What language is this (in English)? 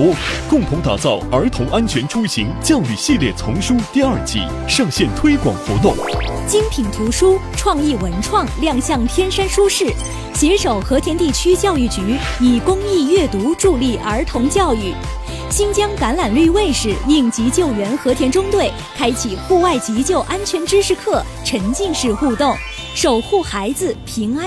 Chinese